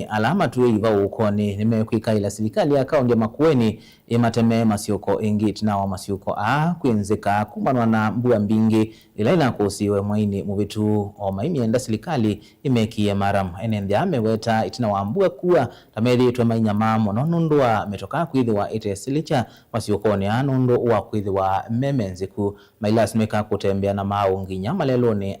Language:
Kamba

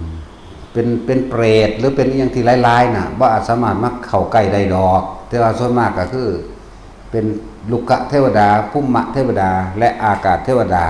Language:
Northeastern Thai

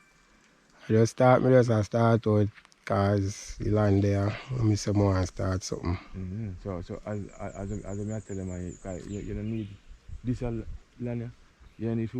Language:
Jamaican Creole English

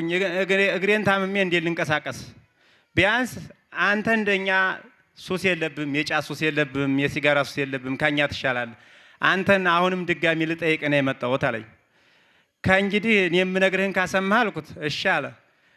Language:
Amharic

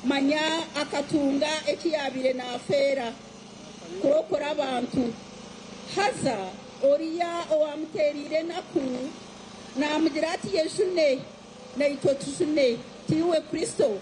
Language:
Nyankole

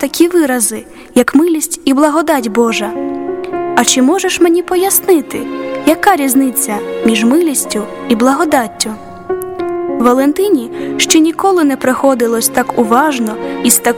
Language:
Ukrainian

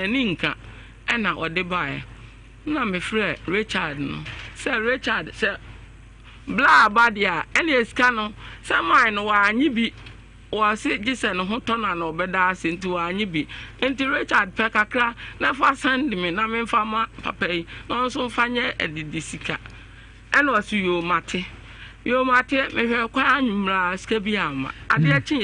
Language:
Akan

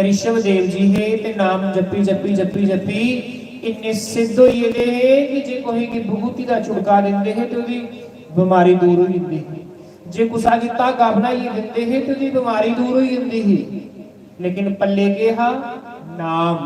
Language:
Dogri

